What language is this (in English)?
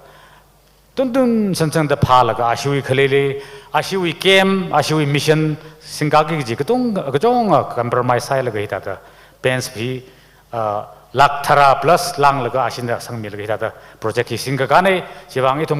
Tangkhul Naga (India)